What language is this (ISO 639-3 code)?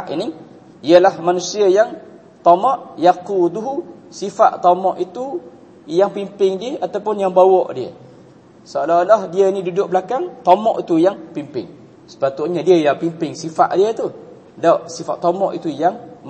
msa